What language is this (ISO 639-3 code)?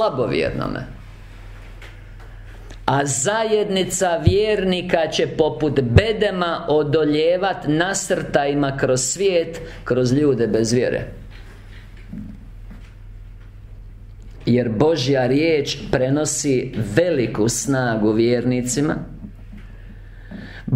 hrv